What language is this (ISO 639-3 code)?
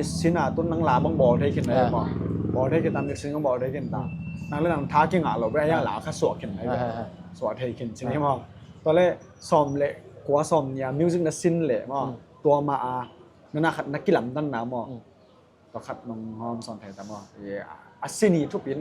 ctd